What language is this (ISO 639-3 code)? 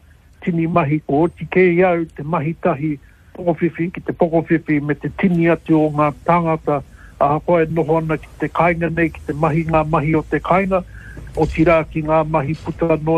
mri